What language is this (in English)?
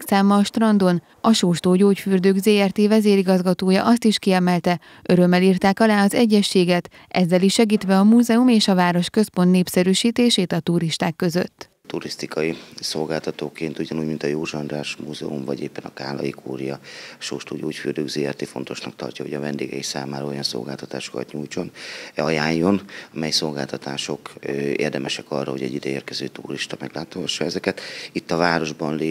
Hungarian